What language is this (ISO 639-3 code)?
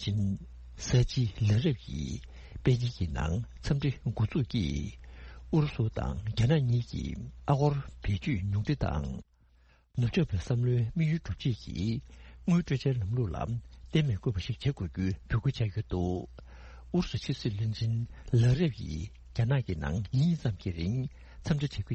bod